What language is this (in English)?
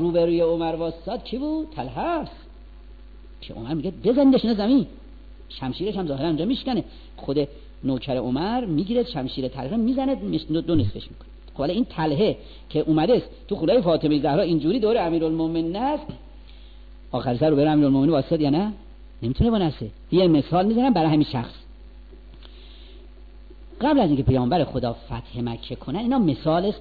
Persian